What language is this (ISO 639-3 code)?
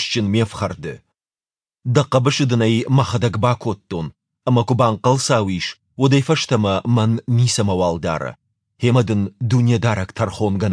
oss